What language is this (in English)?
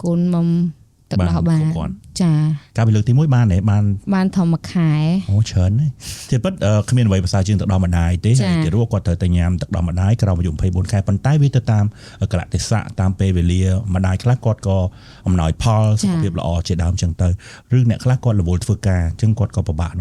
Khmer